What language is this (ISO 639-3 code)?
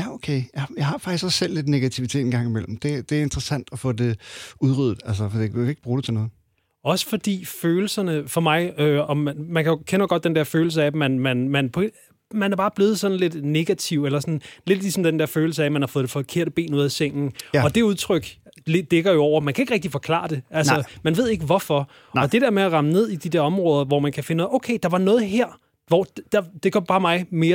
dan